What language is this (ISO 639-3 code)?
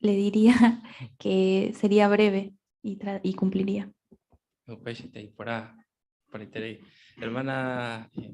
grn